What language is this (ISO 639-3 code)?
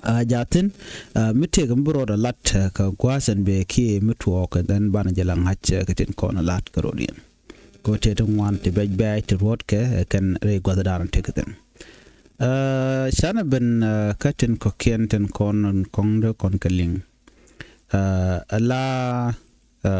nus